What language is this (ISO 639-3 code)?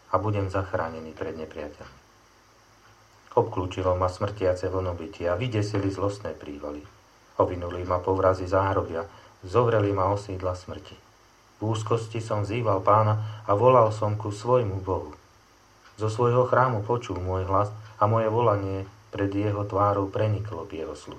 slk